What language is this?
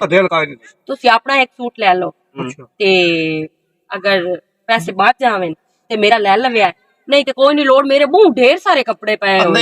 Western Panjabi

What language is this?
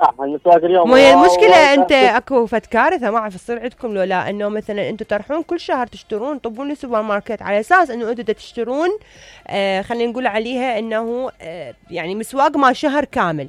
Mesopotamian Arabic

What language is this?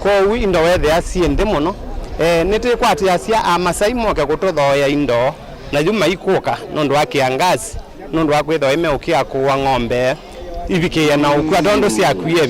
Kamba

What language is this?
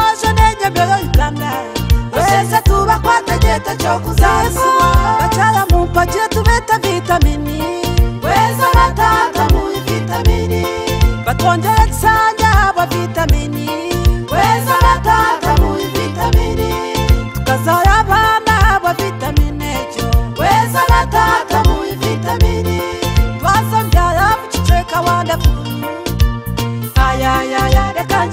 Kinyarwanda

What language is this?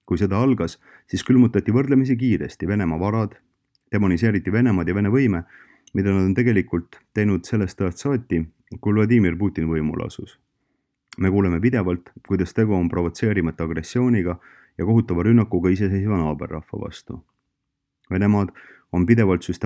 Estonian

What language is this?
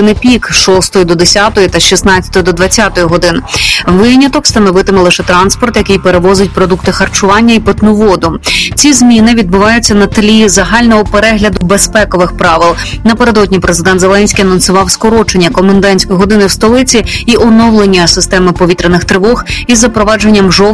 Ukrainian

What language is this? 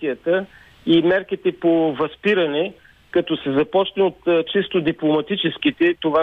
Bulgarian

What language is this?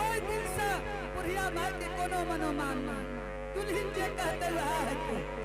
Angika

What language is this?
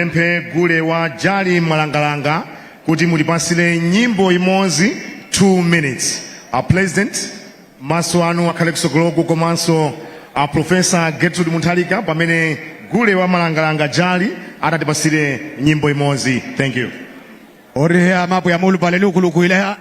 Nyanja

